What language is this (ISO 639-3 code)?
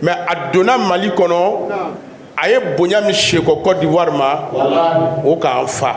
bam